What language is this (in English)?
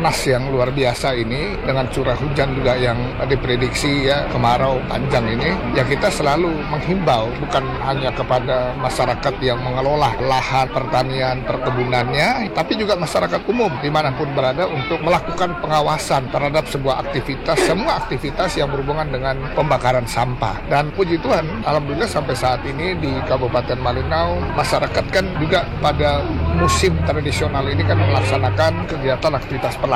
Indonesian